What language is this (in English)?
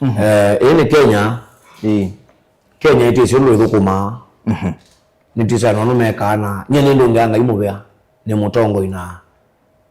Kamba